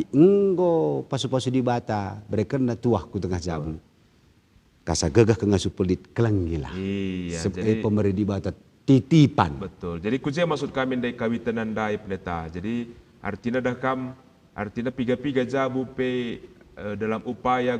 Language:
Batak Karo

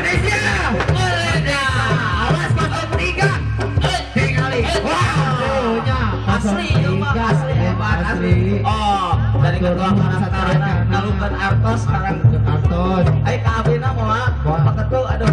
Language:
Sundanese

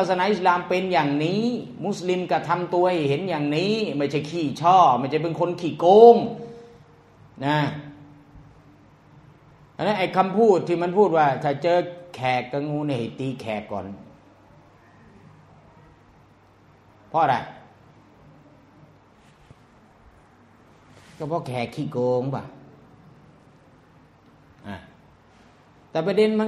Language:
Thai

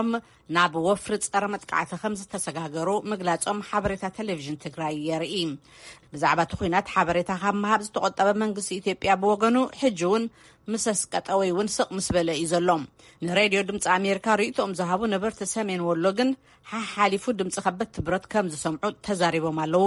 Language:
Tigrinya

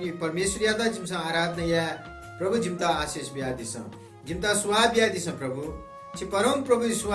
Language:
Newari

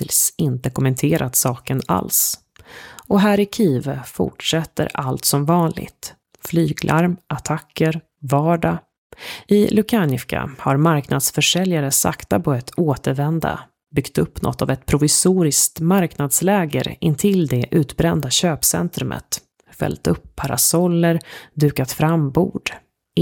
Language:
Swedish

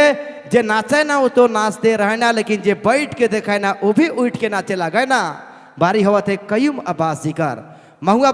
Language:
Sadri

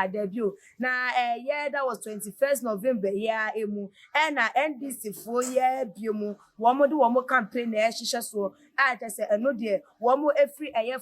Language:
Akan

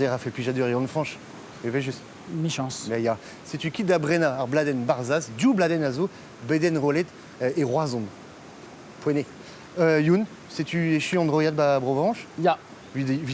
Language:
Breton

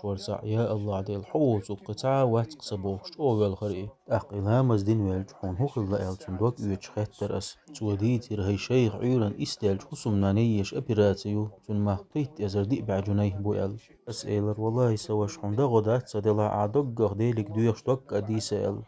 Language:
Chechen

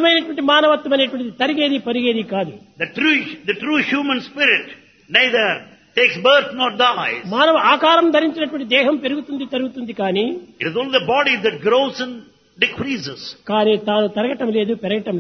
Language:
Telugu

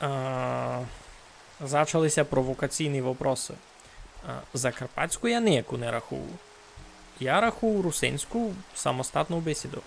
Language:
Rusyn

